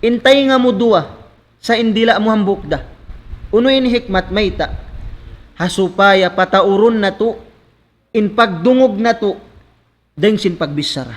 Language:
Tausug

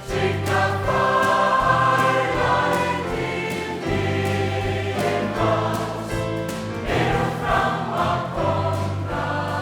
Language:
Faroese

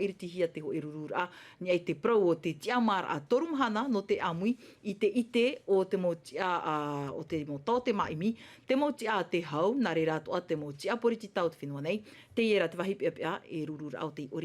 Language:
Tahitian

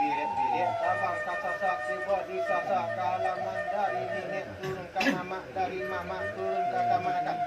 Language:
Minangkabau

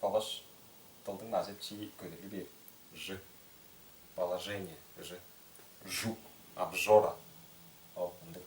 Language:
Tuvinian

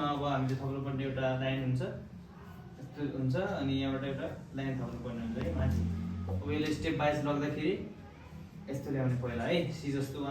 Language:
Nepali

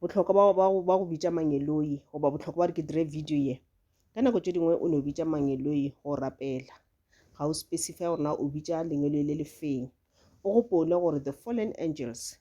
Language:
Northern Sotho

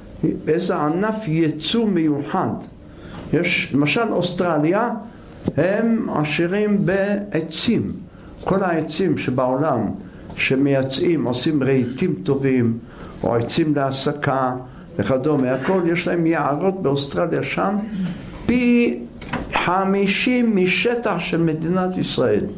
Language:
Hebrew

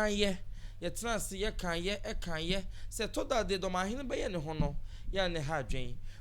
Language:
Akan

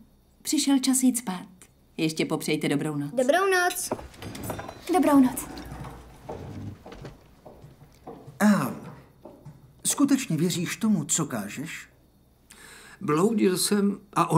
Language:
Czech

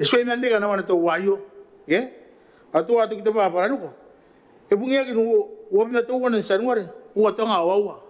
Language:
Gilbertese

